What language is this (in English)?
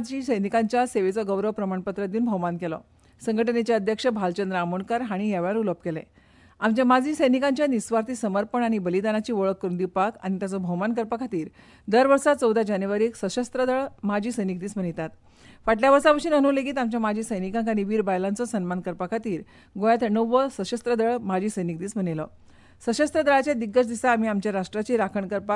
Konkani